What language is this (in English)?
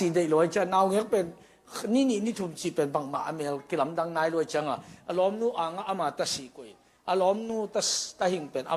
Tedim Chin